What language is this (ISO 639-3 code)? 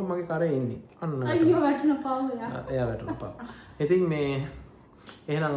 sin